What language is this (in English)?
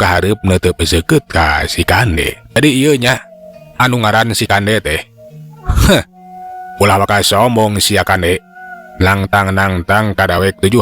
Sundanese